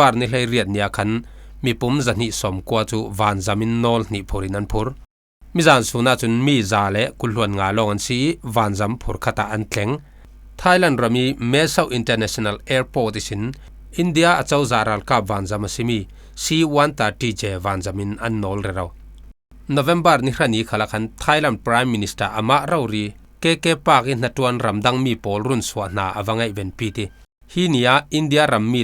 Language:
Falam Chin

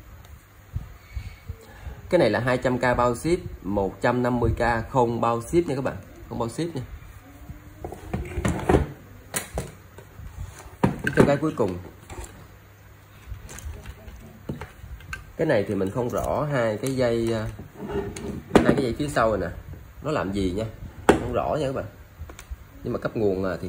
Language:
Vietnamese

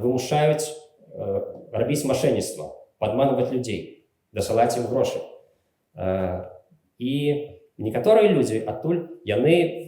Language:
Belarusian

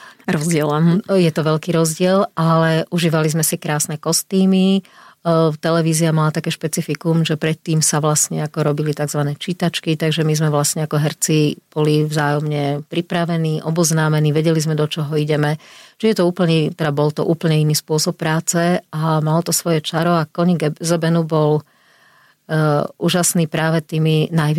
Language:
Slovak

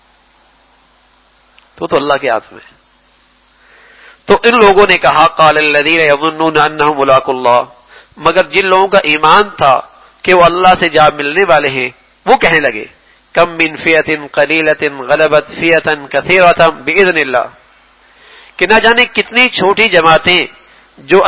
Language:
Urdu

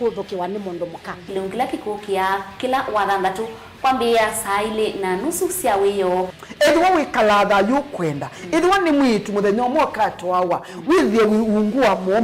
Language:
Kamba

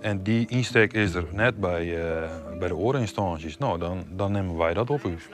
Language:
Western Frisian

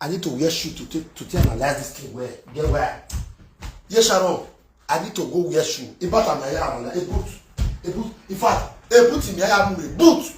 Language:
Nigerian Pidgin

